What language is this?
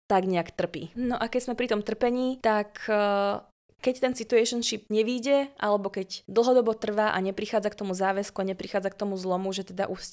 Slovak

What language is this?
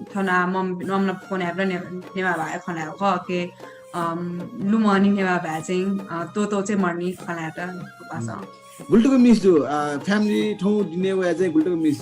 Newari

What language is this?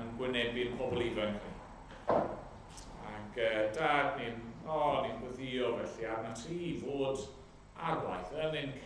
Welsh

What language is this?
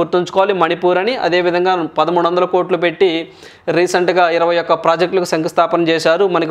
Telugu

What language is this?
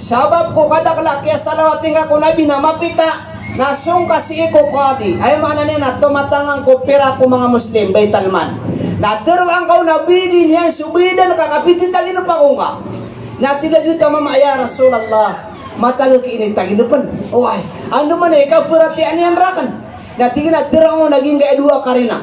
Maranao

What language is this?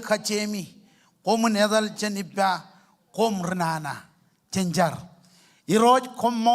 Marshallese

